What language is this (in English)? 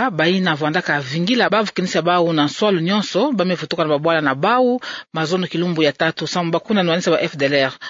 Kituba (Democratic Republic of Congo)